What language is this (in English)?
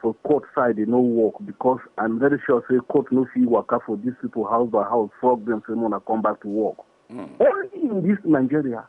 Nigerian Pidgin